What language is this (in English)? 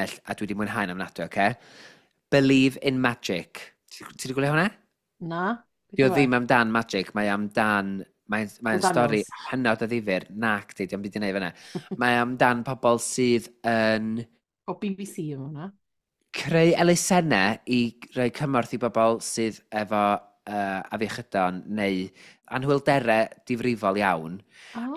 Welsh